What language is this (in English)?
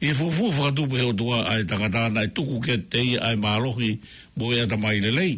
Tongan